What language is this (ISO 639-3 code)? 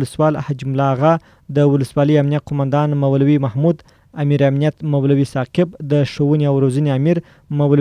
pus